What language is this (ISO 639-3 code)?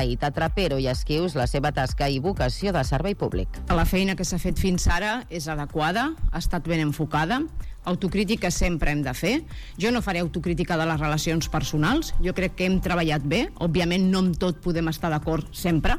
cat